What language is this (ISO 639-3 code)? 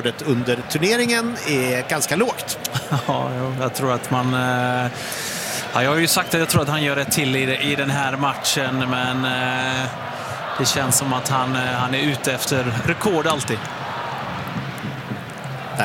swe